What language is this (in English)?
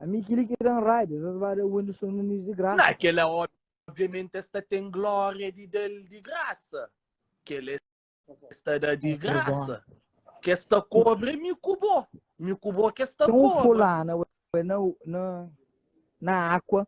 Kabuverdianu